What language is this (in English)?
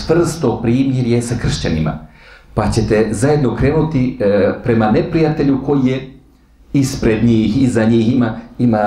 Bosnian